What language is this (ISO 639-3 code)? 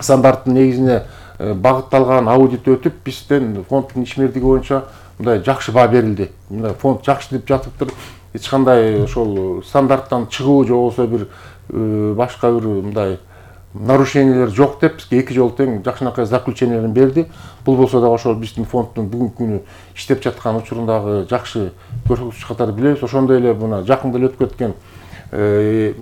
kir